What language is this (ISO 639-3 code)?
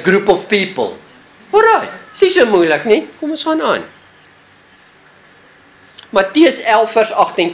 afr